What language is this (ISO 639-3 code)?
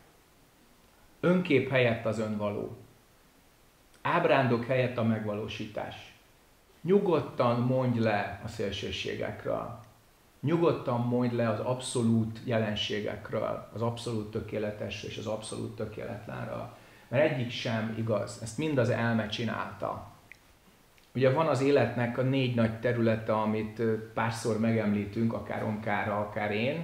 hun